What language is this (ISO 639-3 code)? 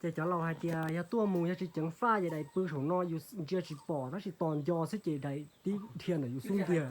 hmn